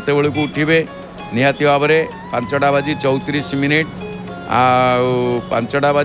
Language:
Odia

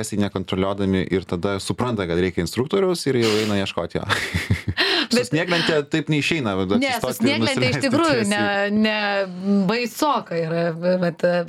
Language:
Lithuanian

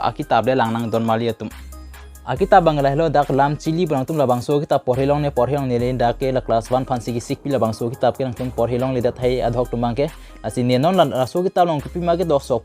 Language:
Karbi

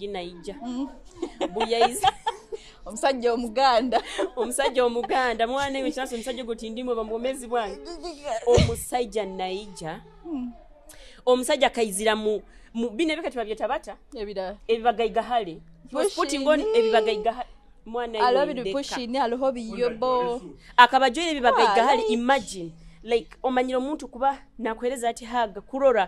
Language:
Nyoro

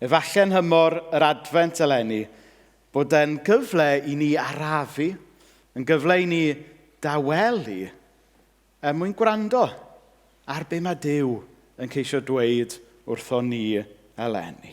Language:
Welsh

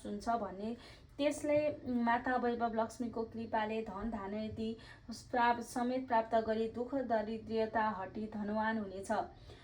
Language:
Nepali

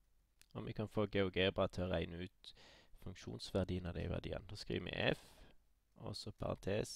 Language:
Norwegian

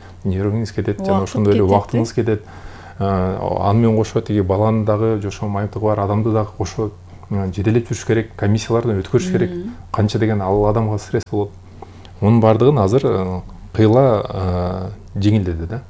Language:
Kyrgyz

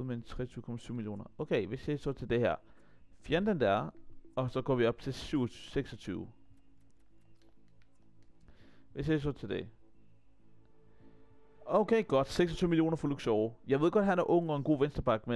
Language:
Danish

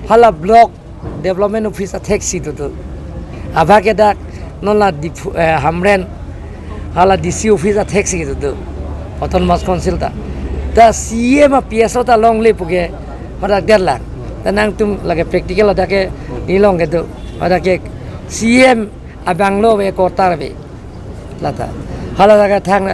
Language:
Karbi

